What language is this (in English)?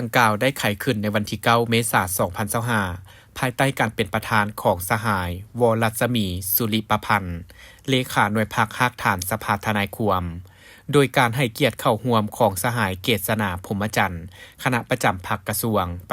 Lao